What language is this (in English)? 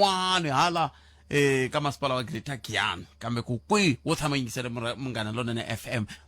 Tsonga